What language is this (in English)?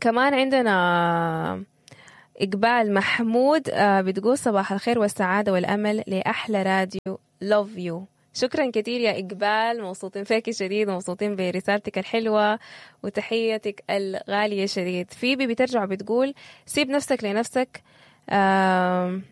Sudanese Arabic